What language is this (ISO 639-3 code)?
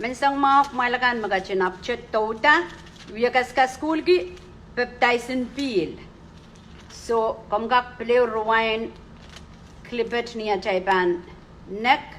pon